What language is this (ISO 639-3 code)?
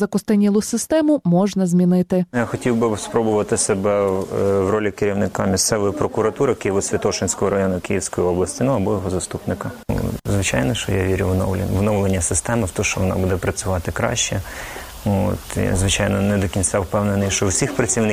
ukr